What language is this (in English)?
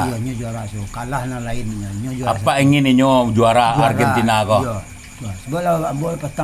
Minangkabau